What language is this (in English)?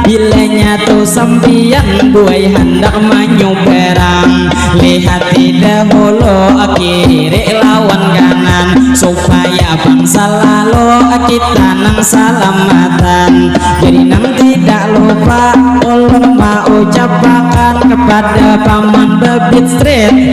Banjar